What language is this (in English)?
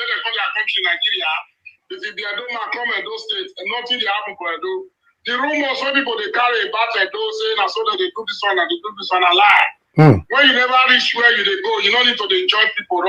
Nigerian Pidgin